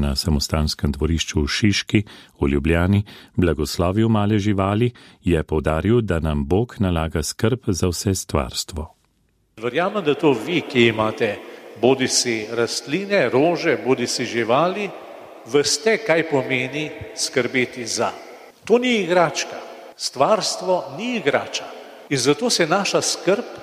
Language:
Slovenian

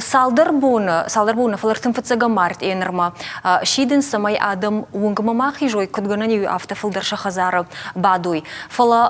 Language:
Ossetic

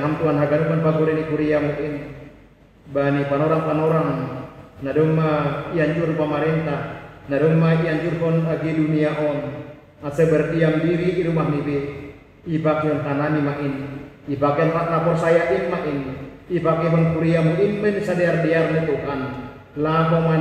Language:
Batak Simalungun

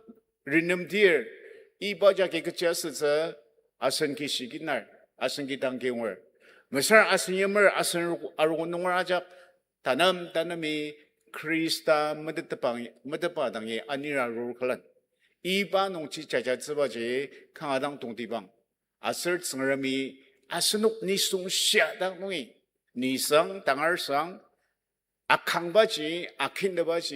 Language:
Ao Naga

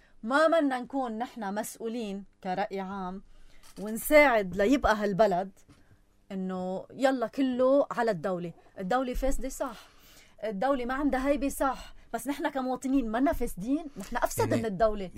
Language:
North Levantine Arabic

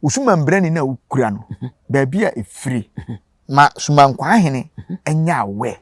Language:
Akan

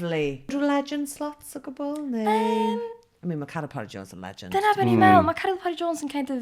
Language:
Welsh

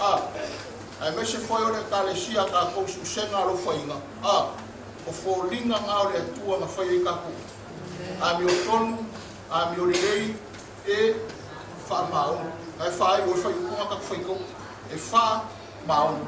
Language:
Samoan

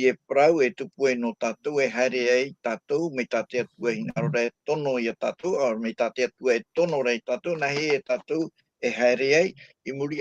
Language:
Tahitian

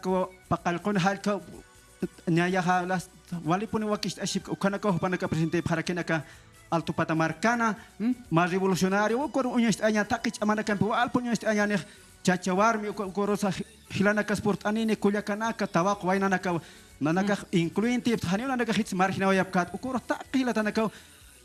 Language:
Aymara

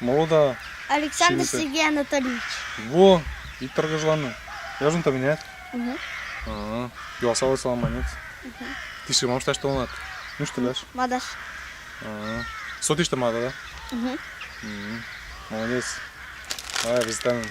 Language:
Western Mari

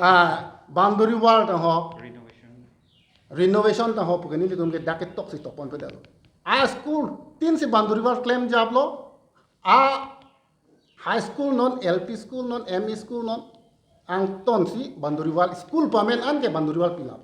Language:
Karbi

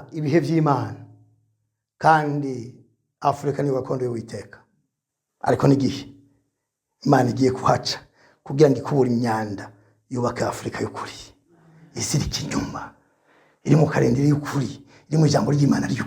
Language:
Rundi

